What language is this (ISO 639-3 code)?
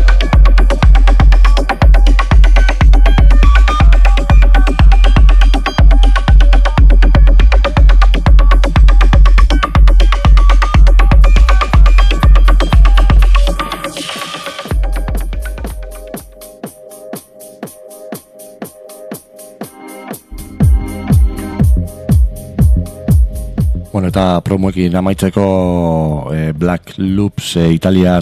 eus